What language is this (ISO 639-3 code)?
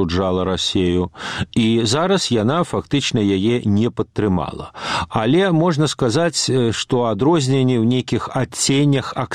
bel